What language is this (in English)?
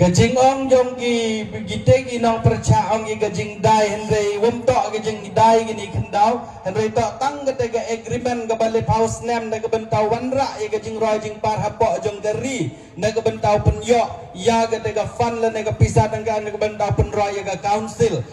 Karbi